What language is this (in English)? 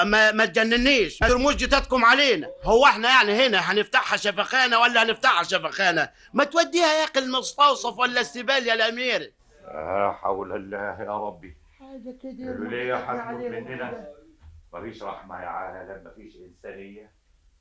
Egyptian Arabic